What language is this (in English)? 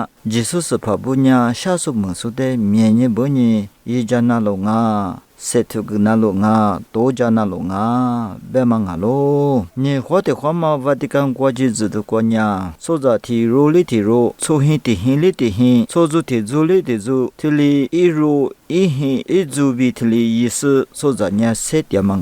Lisu